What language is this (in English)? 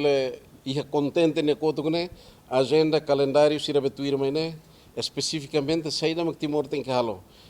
Tetum